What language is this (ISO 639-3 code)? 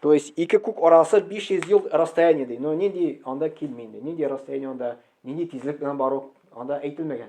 tat